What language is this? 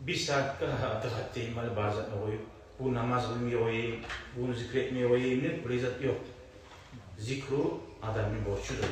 Kumyk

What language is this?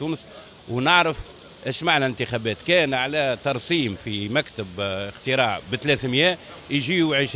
Tunisian Arabic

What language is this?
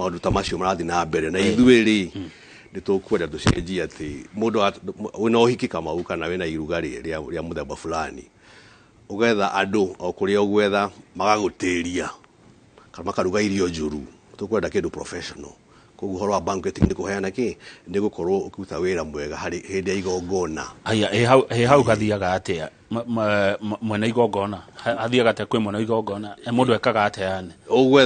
Kikuyu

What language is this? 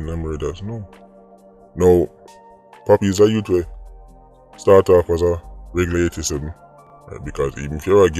Jamaican Creole English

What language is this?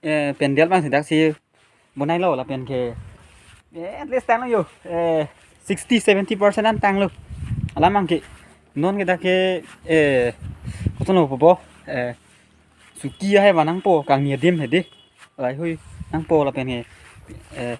Karbi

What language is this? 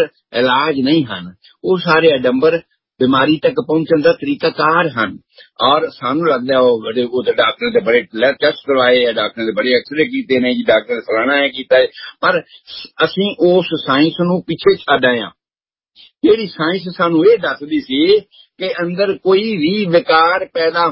Punjabi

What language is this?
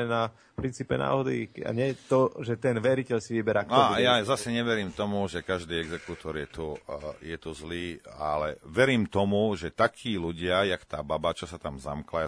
Slovak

